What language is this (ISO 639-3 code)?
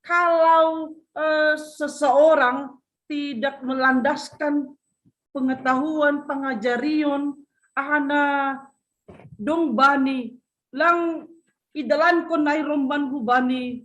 bts